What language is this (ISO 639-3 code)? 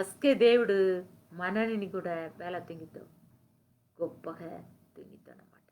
kff